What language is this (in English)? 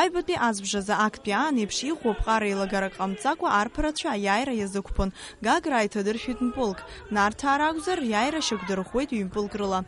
Abkhazian